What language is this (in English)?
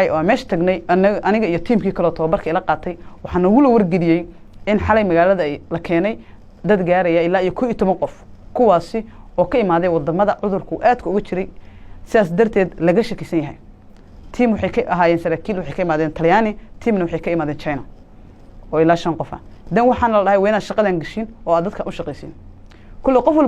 Somali